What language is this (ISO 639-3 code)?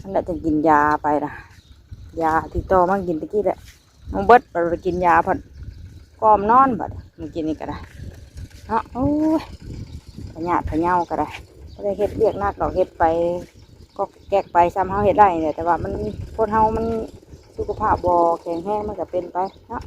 tts